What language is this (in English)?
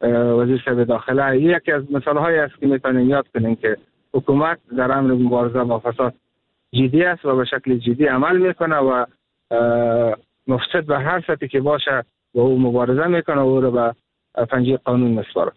Persian